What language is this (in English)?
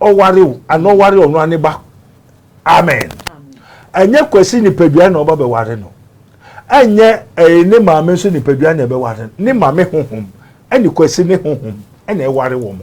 Akan